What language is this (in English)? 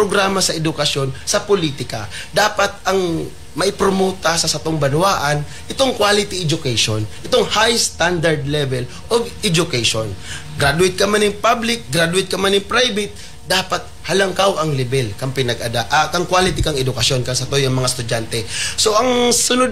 Bikol